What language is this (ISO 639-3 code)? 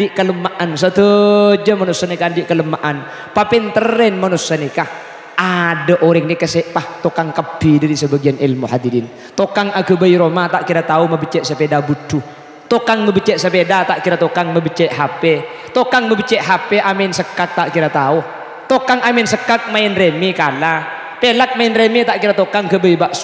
mad